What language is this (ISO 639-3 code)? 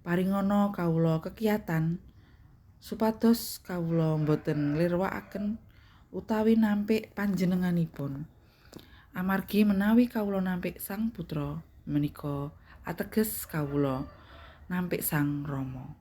jav